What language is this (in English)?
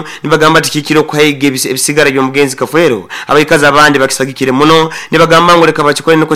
Nyoro